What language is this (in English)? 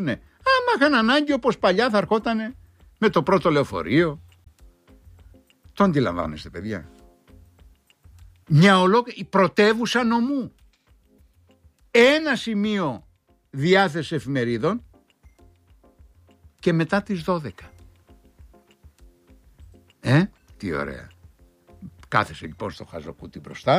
Greek